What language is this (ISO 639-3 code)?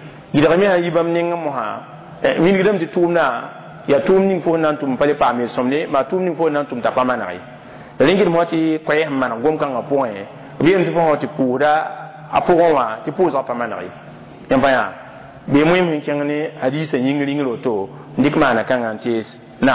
mos